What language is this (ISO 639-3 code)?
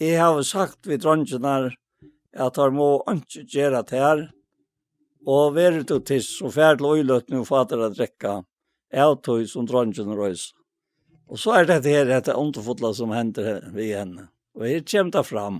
fao